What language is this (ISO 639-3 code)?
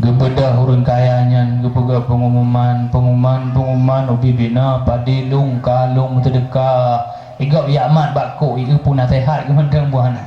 ace